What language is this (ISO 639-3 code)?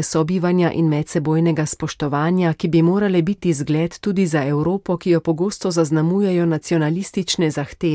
slv